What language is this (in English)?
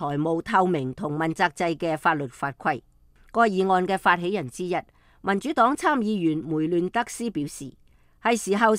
Cantonese